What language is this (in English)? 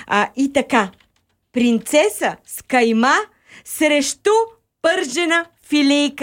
Bulgarian